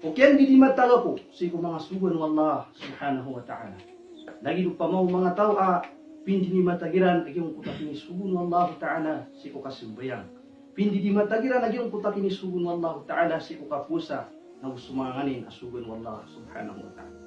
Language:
Maranao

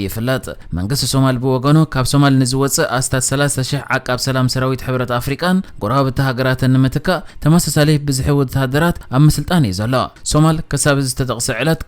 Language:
Tigrinya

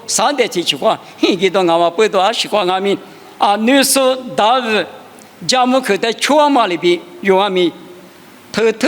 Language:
Lisu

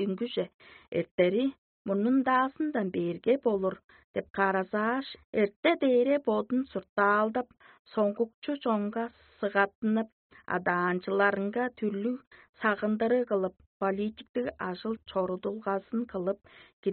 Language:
Tuvinian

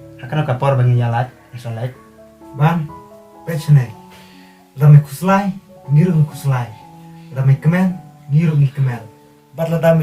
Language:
Khasi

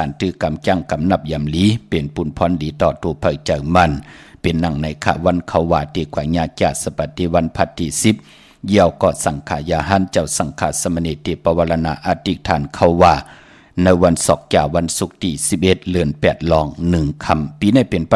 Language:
Shan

